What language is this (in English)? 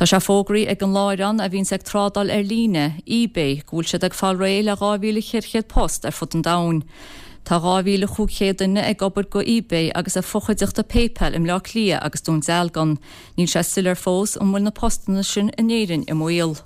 Irish